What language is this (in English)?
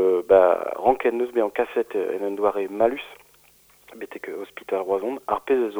Breton